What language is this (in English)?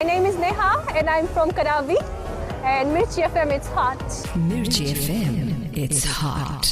Fijian